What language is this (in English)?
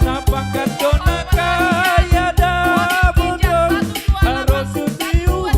Batak Simalungun